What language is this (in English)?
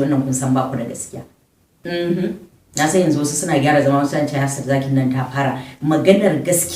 Hausa